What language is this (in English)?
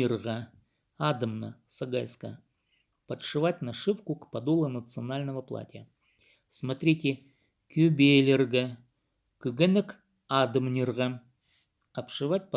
Khakas